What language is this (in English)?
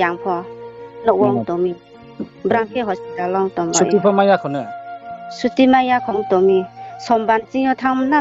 Riang (India)